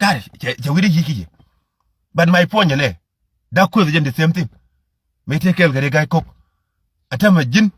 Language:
Nuer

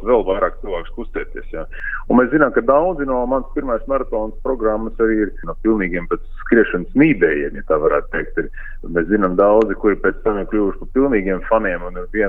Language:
Latvian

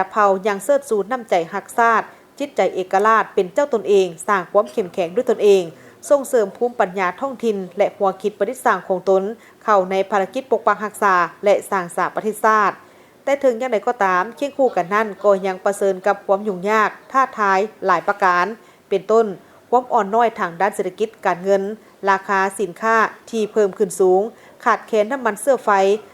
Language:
Lao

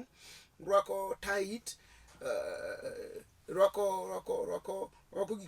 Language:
Luo (Kenya and Tanzania)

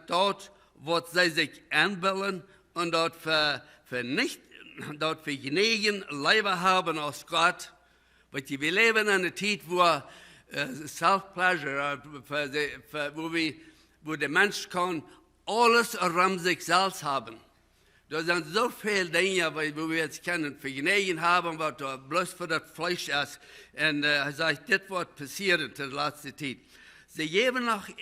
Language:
Plautdietsch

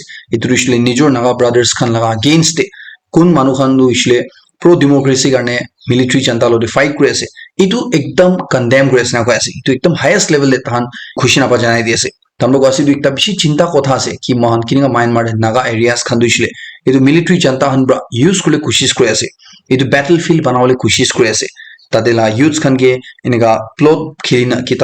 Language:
Naga Pidgin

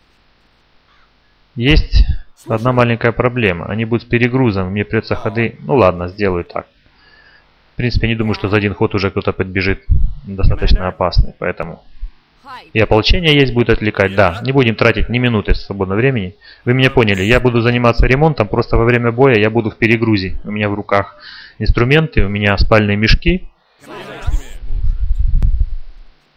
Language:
Russian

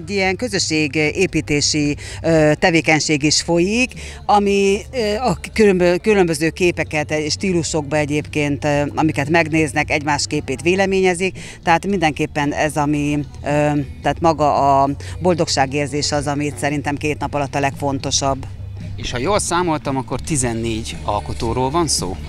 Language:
Hungarian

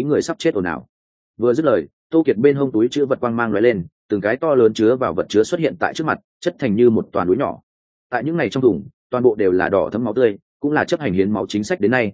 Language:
Vietnamese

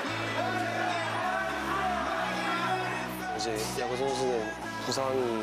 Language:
Korean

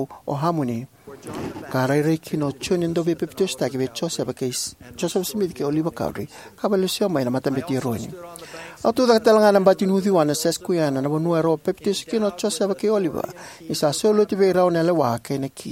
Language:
Fijian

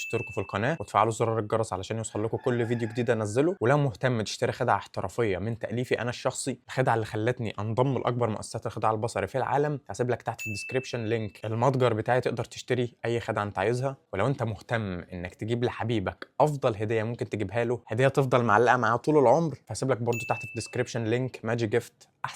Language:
Egyptian Arabic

